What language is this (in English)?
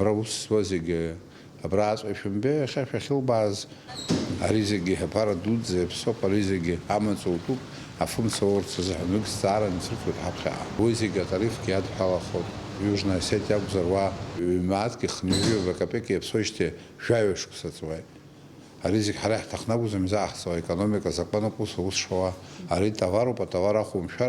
Abkhazian